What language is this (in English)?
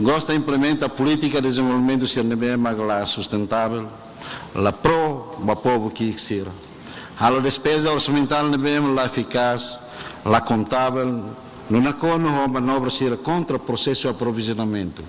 Tetum